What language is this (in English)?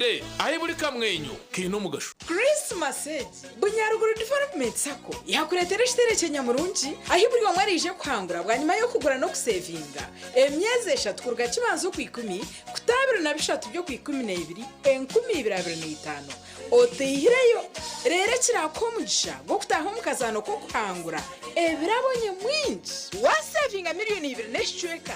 Nyankole